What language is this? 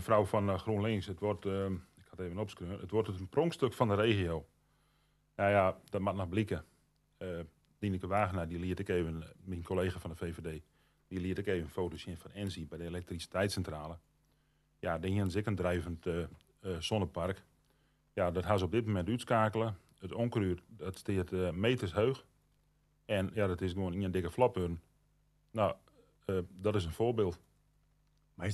Western Frisian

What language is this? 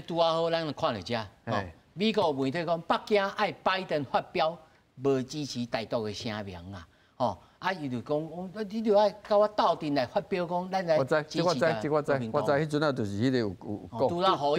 Min Nan Chinese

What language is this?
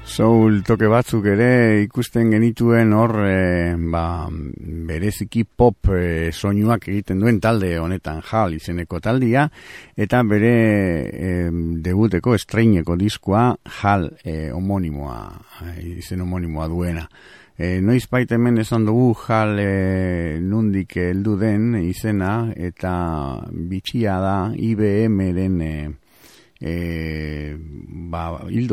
Basque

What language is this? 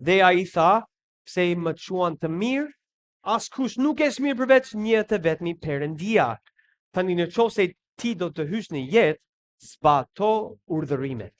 Albanian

